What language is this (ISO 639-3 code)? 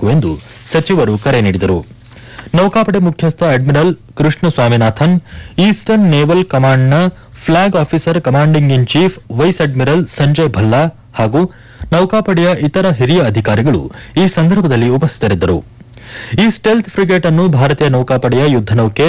kan